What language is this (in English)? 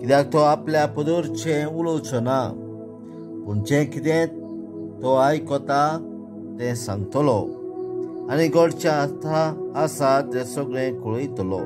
Konkani